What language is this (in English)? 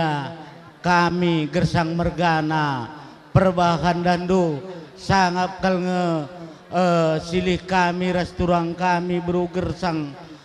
Batak Karo